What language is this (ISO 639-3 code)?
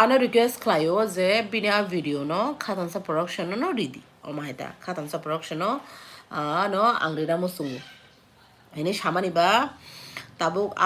trp